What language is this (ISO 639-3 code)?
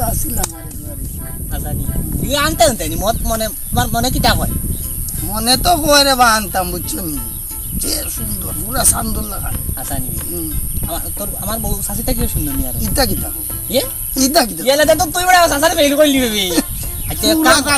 syl